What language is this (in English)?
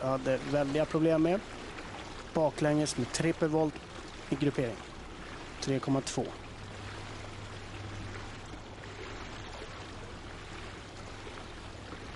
Swedish